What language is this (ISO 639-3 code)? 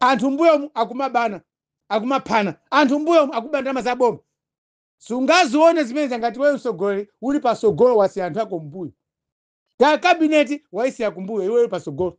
nya